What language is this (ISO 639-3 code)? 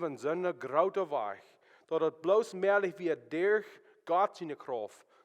pdt